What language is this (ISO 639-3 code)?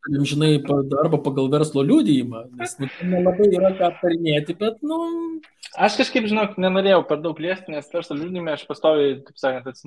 lit